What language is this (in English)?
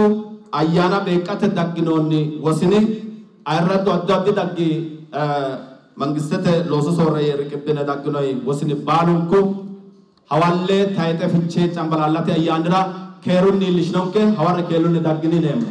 Sidamo